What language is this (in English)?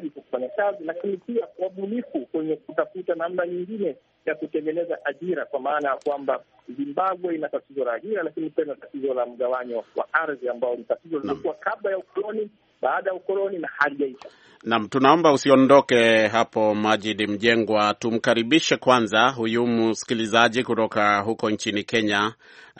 Swahili